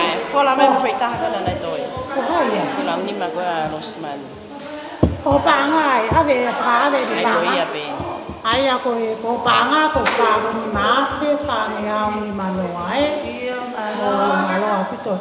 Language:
Tongan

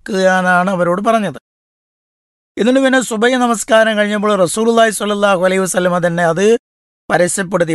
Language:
Malayalam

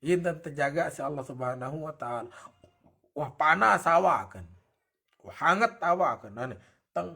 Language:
Sasak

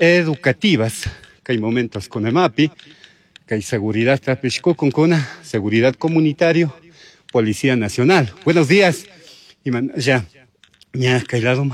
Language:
Chimborazo Highland Quichua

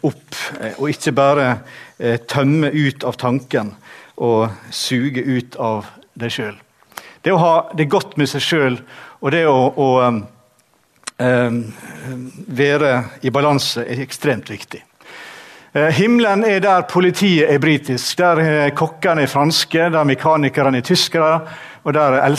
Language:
Norwegian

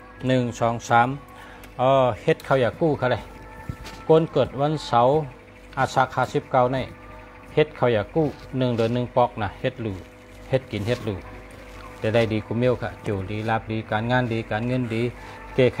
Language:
Shan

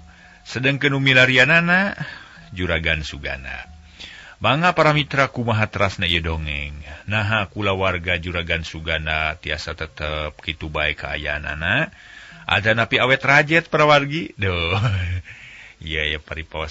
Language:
Sundanese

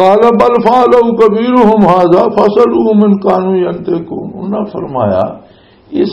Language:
Western Panjabi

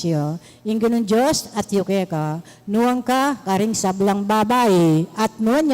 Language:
Pampanga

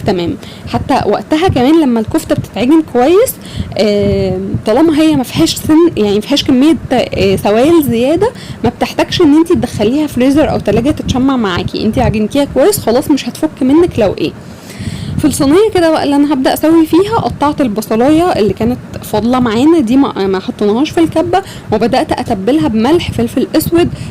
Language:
Egyptian Arabic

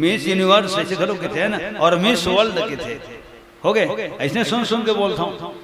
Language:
Chhattisgarhi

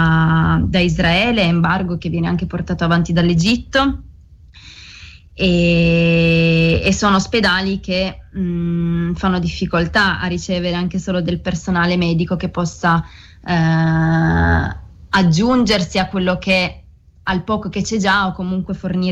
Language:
Italian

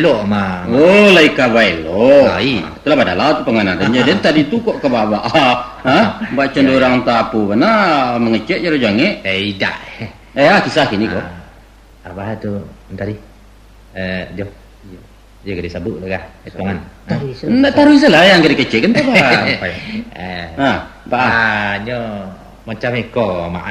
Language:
Minangkabau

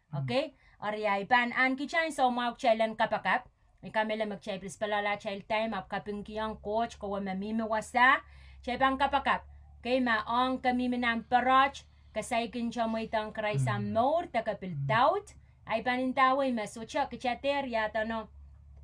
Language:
Pohnpeian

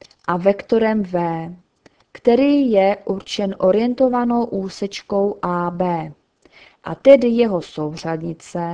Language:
Czech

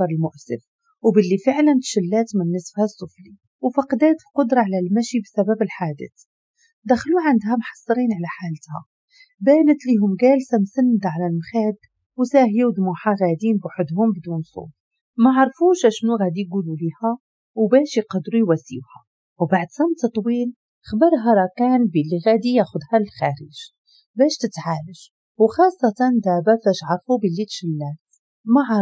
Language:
Moroccan Arabic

